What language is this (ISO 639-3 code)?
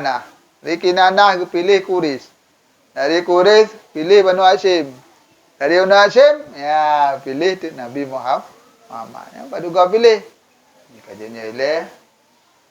ace